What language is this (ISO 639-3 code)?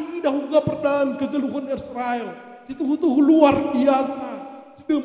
btx